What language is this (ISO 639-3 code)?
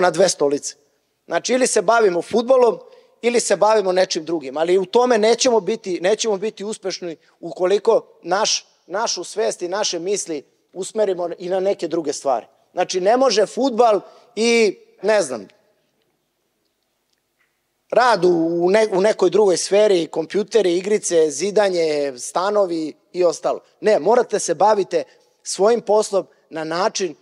srp